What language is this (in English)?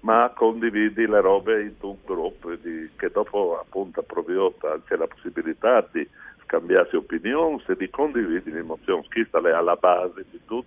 Friulian